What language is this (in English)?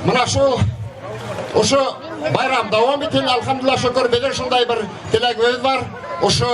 Bashkir